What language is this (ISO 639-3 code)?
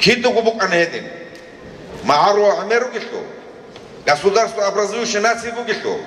ava